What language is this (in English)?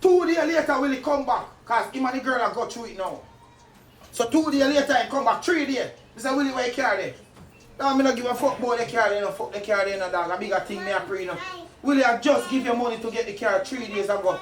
Jamaican Creole English